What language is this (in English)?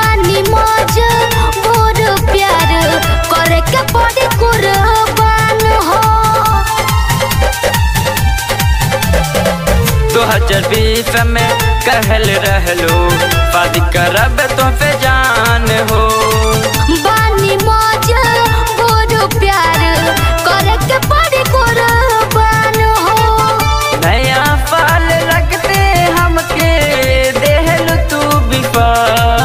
Bhojpuri